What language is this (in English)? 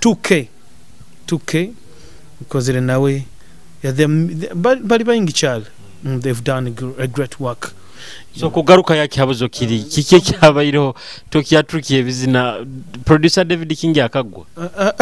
Nyoro